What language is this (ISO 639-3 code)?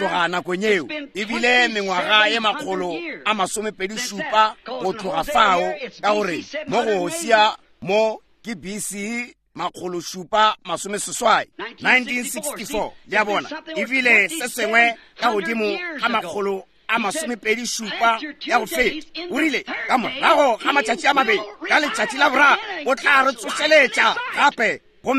nso